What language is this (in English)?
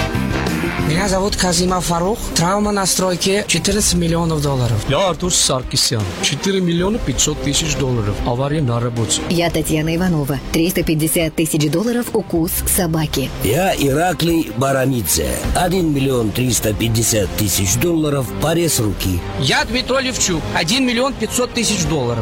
Russian